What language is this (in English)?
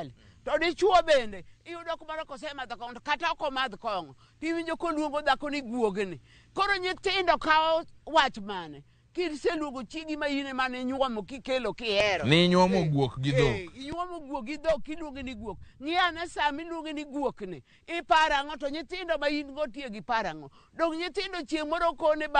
Luo (Kenya and Tanzania)